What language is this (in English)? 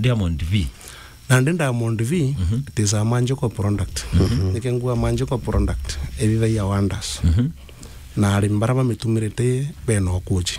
Meru